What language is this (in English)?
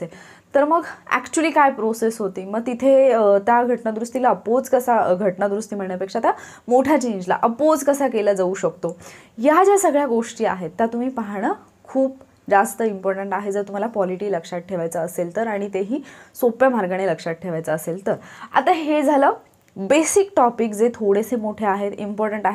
Marathi